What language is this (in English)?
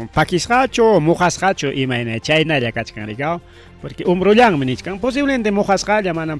Ayacucho Quechua